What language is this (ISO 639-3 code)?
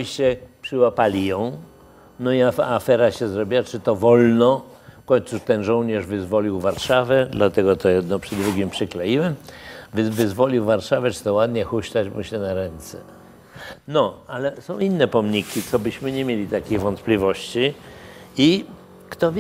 pol